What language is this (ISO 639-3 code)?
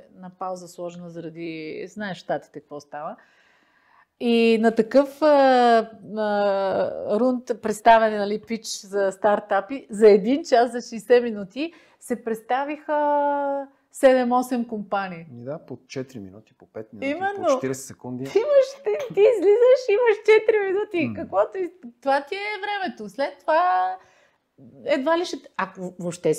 bul